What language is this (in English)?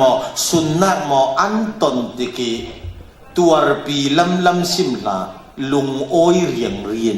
Falam Chin